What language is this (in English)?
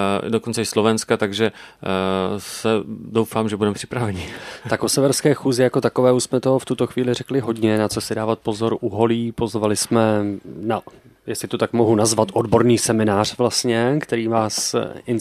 Czech